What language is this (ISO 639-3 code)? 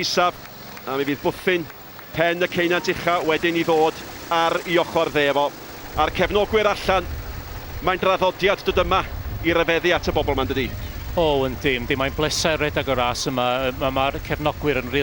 cym